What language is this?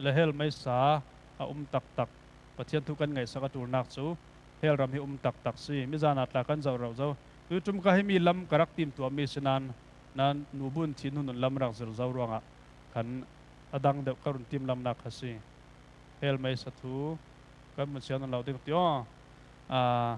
Falam Chin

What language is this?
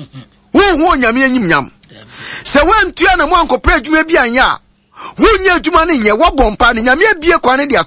Akan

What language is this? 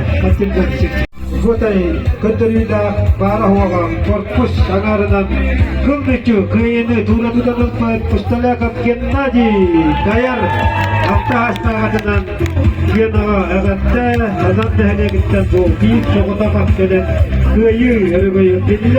Yakut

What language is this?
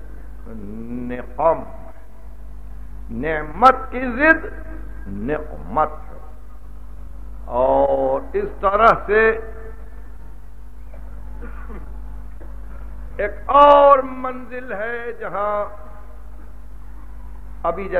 Urdu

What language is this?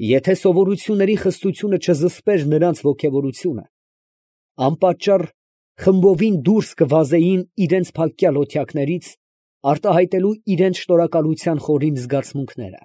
Armenian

